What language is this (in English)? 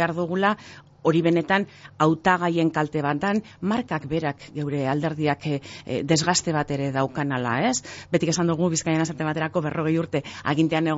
Basque